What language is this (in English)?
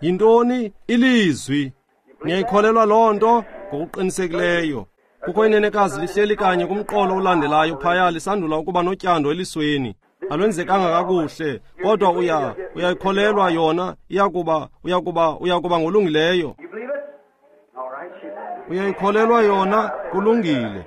Xhosa